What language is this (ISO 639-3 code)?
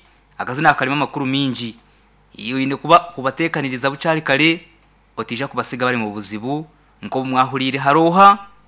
nyn